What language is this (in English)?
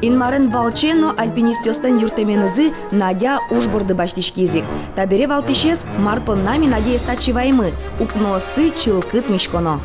Udmurt